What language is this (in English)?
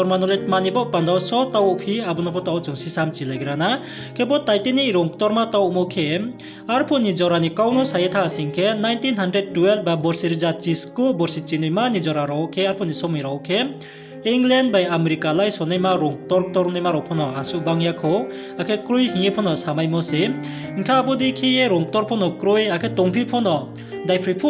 Riang (India)